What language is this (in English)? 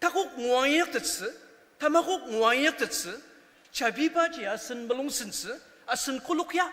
Ao Naga